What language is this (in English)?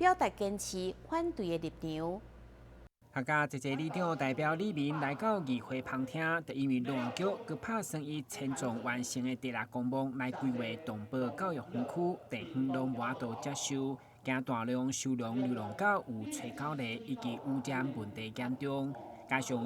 Min Nan Chinese